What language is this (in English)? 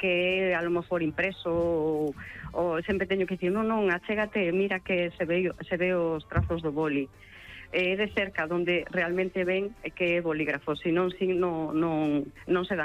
Galician